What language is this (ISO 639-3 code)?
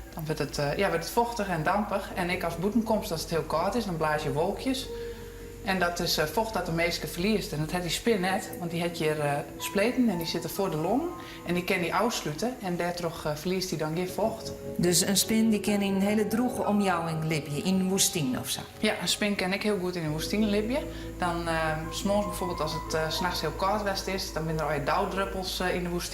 fry